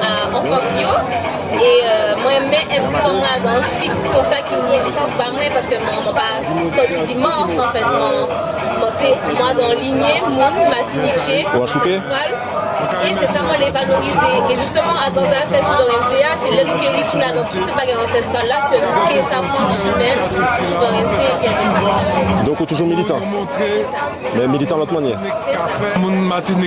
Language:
Guadeloupean Creole French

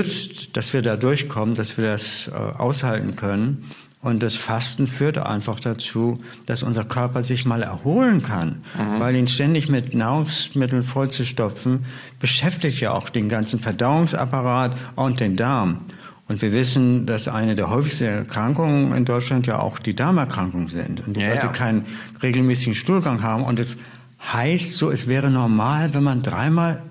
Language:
German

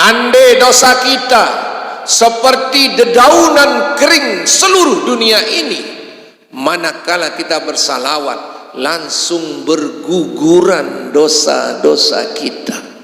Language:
Sasak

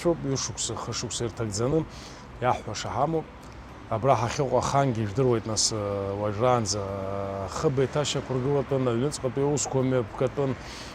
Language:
Abkhazian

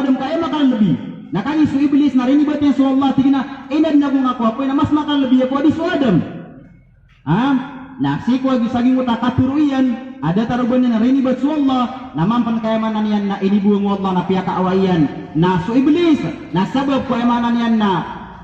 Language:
Maranao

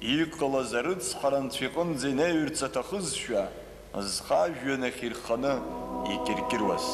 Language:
Abkhazian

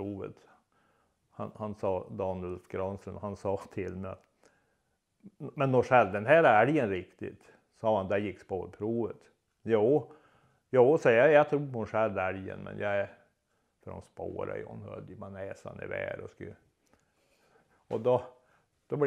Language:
Swedish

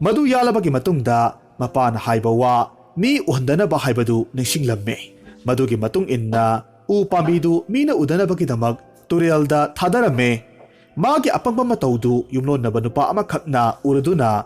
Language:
Manipuri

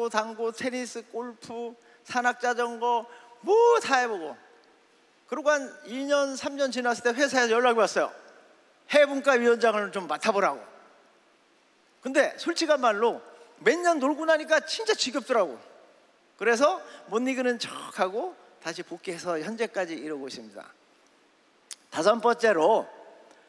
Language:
Korean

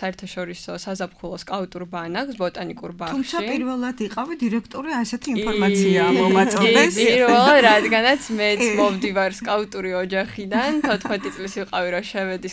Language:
Georgian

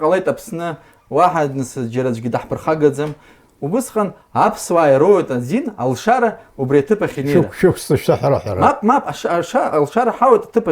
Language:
Abkhazian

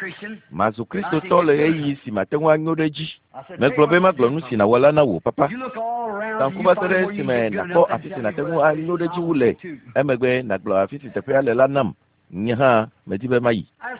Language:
Ewe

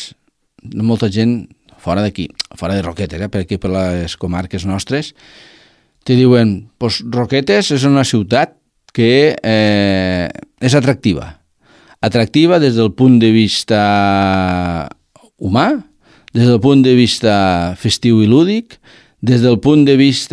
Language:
Catalan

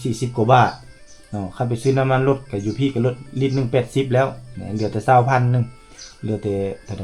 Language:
Lao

